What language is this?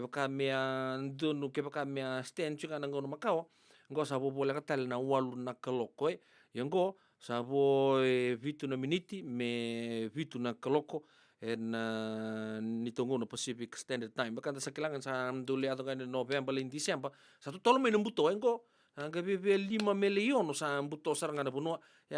Fijian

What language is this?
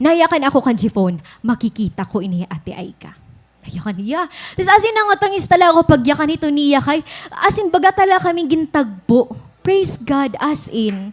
Waray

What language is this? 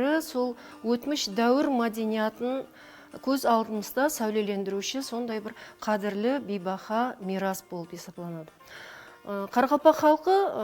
Kara-Kalpak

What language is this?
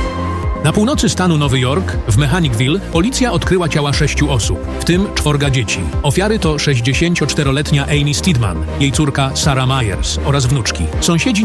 Polish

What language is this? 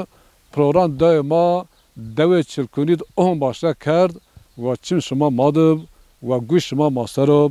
Zaza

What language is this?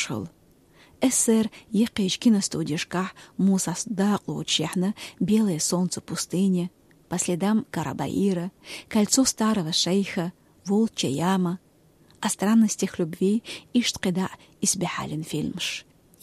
Chechen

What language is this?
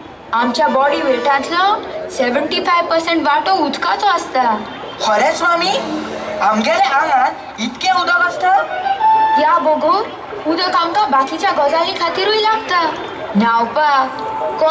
Konkani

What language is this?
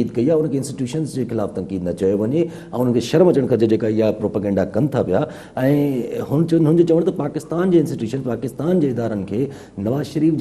Sindhi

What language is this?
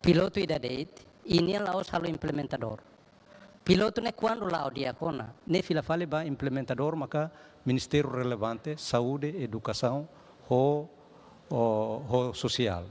Tetum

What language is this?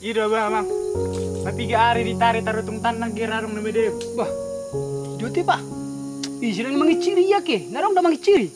Batak Toba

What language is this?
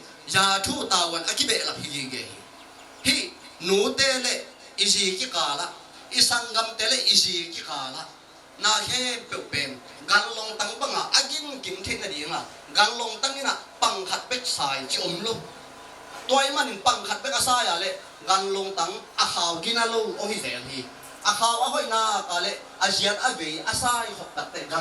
Tedim Chin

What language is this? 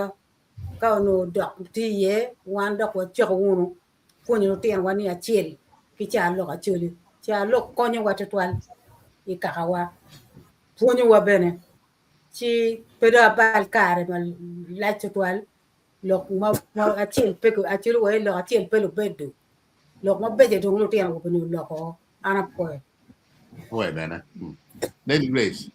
Acoli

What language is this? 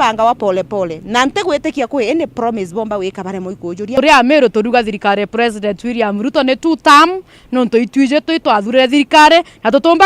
Meru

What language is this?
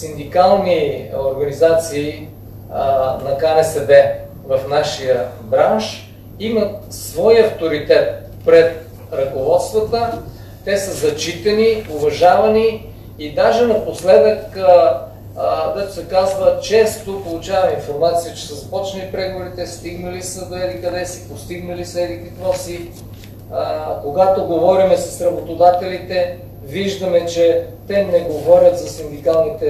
Bulgarian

